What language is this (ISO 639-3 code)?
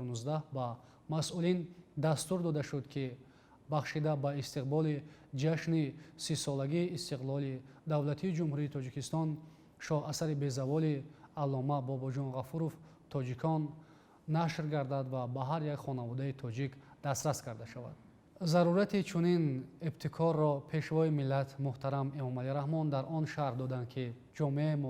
tgk